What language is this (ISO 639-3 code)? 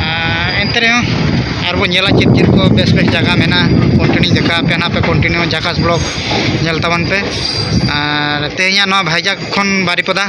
sat